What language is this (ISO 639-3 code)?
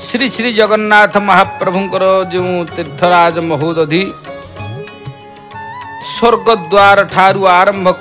ori